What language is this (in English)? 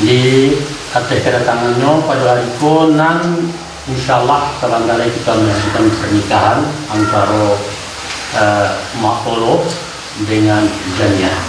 Minangkabau